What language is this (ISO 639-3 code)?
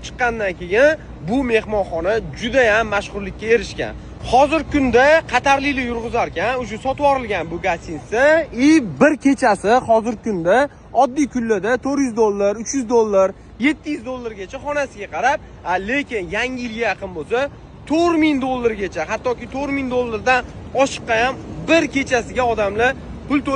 uzb